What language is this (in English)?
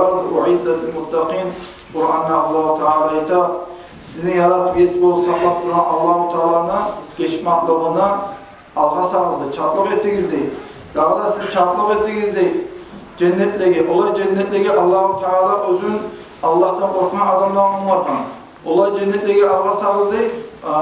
Kumyk